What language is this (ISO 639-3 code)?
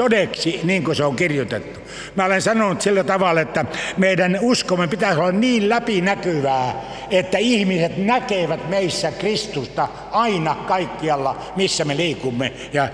fin